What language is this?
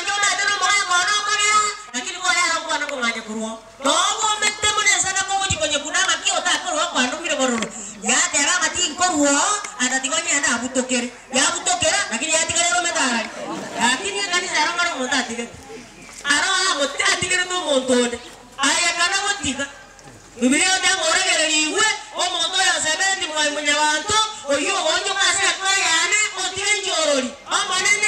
Gusii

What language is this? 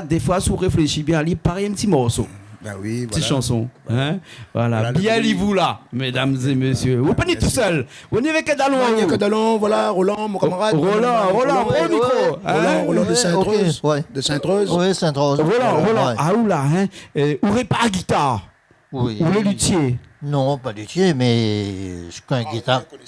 Réunion Creole French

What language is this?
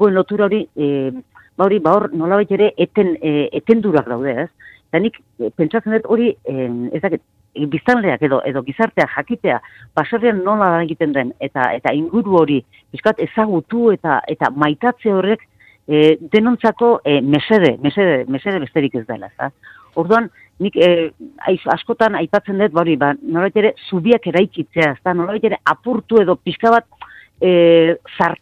Basque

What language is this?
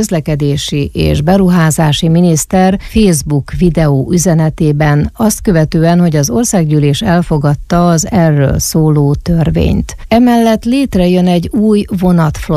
Hungarian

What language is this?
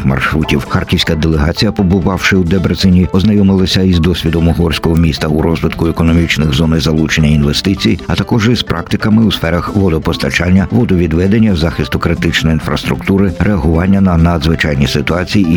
Ukrainian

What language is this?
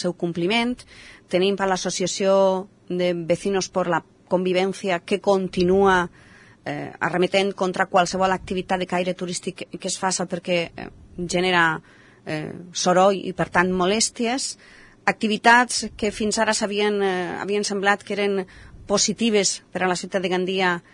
Catalan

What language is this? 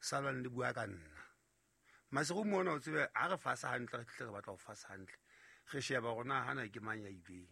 Southern Sotho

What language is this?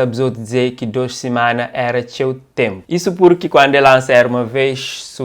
Kabuverdianu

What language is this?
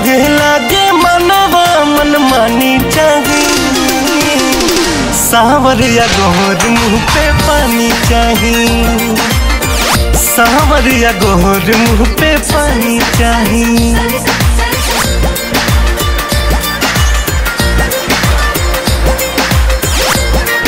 Bhojpuri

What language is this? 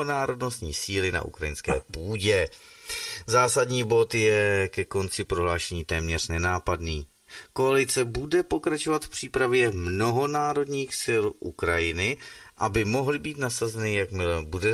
Czech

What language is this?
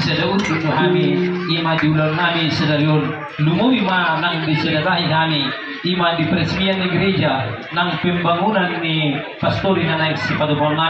Batak Toba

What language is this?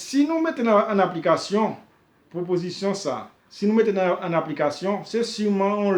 Haitian Creole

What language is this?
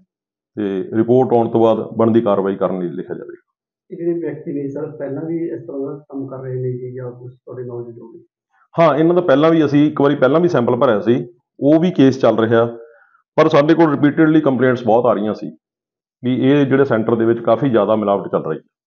Punjabi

